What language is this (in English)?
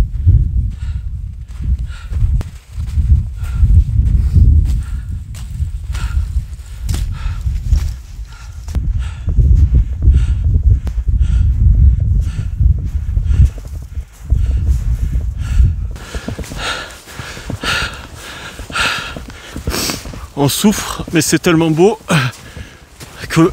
French